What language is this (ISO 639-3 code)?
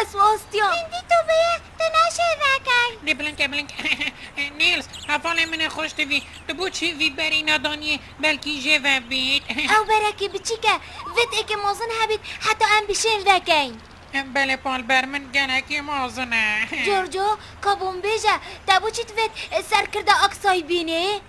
kur